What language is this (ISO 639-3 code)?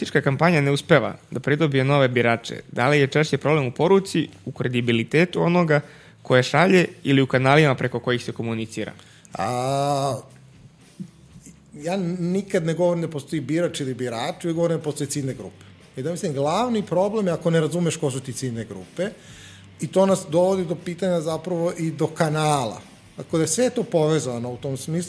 srp